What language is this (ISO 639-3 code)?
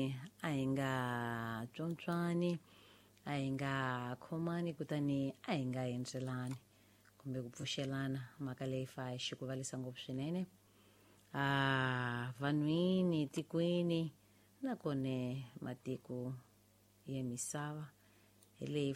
tso